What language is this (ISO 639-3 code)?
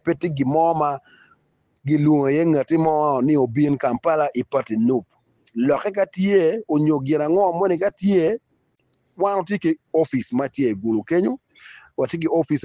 ach